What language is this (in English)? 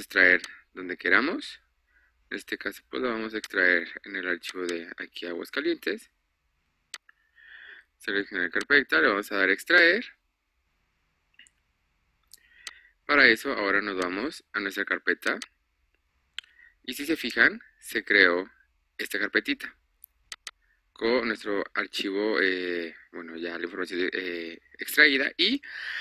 Spanish